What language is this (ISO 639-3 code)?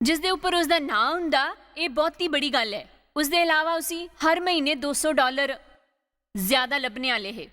doi